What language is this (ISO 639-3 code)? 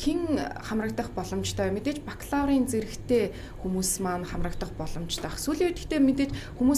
mon